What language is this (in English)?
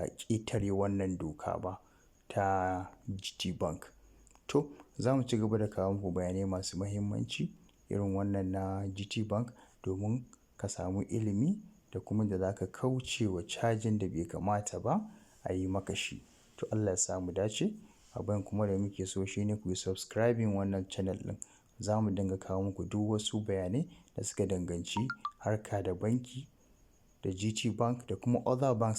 Hausa